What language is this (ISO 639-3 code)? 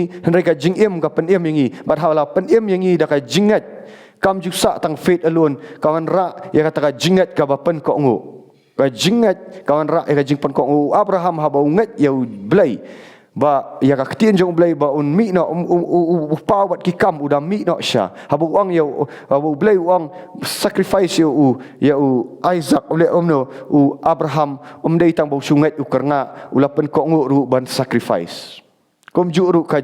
kha